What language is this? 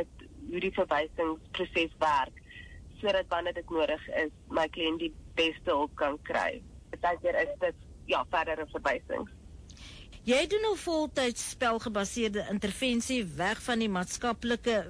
Afrikaans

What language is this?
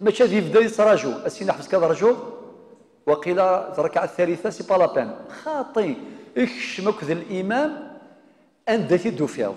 Kabyle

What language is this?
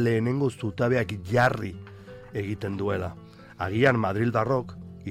Basque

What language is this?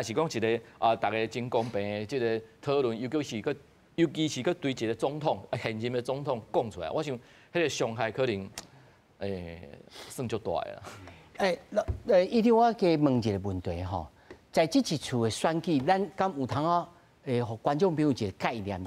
Min Nan Chinese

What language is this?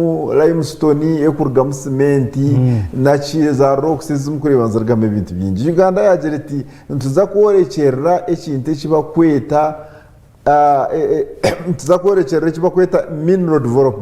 Nyankole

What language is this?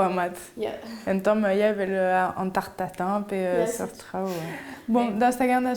Breton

